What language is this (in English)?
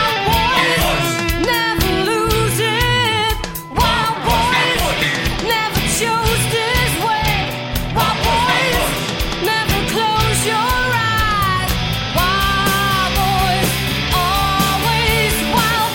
English